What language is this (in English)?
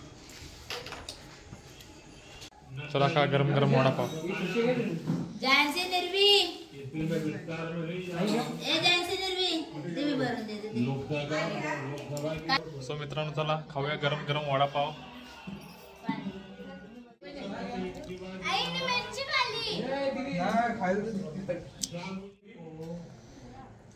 Marathi